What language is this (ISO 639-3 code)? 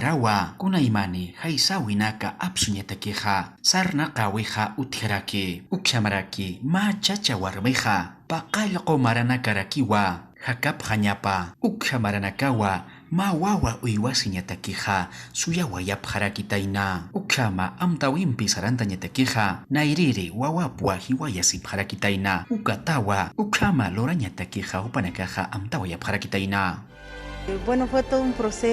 aym